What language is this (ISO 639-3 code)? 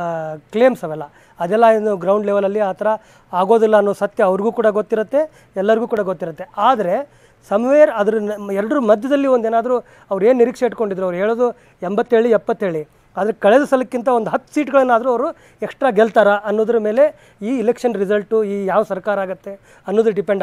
kan